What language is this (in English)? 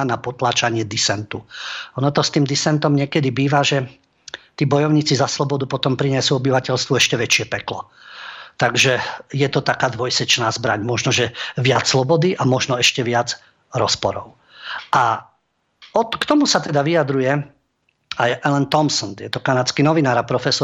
Slovak